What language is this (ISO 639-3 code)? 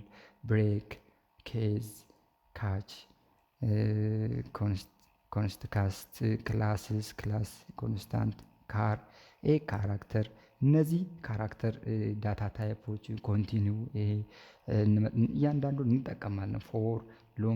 amh